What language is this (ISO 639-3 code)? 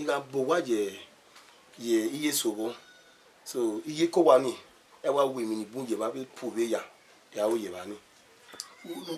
bin